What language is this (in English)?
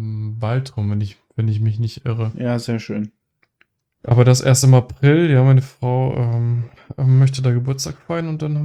German